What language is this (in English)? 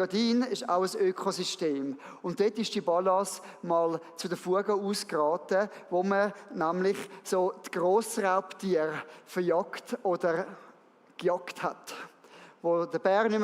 Swiss German